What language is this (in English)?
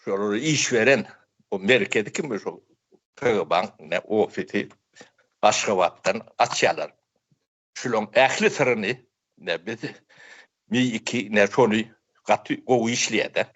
Turkmen